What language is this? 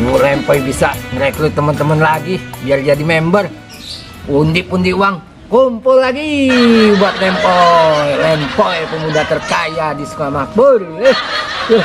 Betawi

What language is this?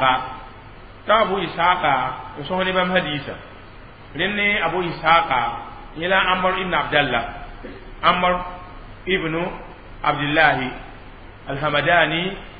Mossi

